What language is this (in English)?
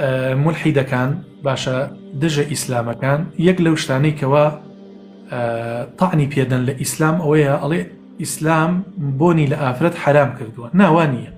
Central Kurdish